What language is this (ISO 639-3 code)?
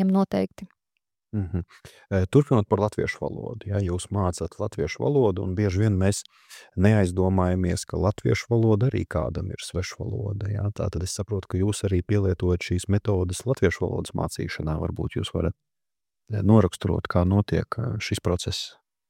lav